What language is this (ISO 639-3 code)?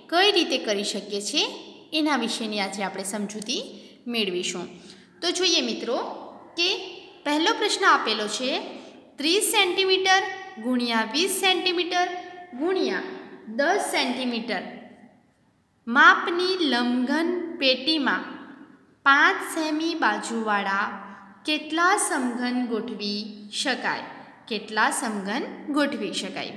guj